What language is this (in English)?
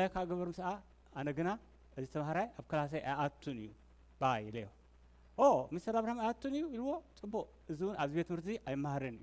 Tigrinya